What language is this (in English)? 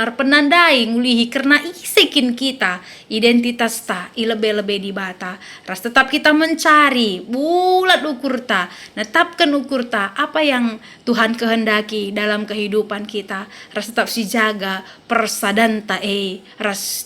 Batak Karo